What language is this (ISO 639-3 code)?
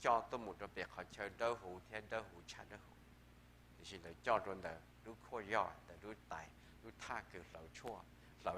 hmn